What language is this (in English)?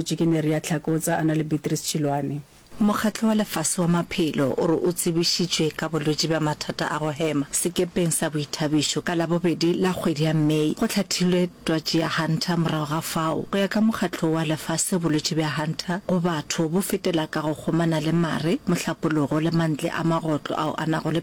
Northern Sotho